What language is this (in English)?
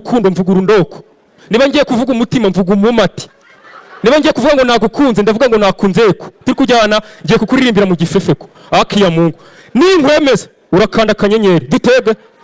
Kinyarwanda